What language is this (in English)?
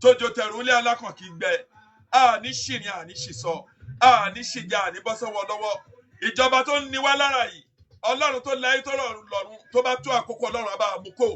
Yoruba